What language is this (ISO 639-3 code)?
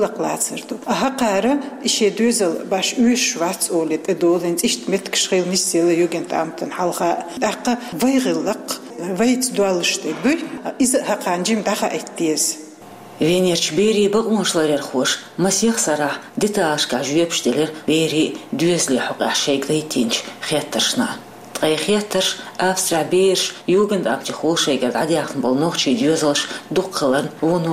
che